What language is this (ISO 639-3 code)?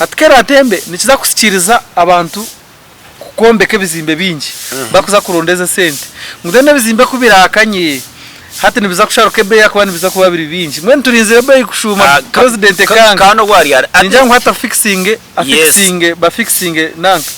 nyn